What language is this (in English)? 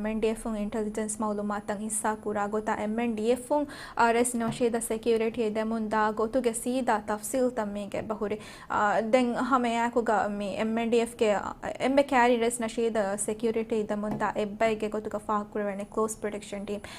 Divehi